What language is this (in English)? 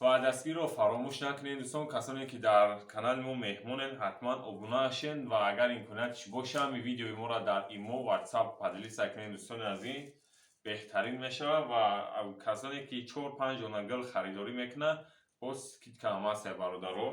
Tajik